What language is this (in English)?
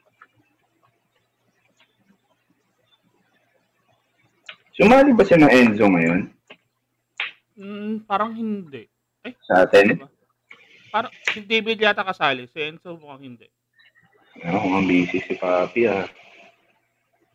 Filipino